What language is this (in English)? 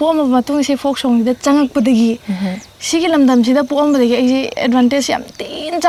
Manipuri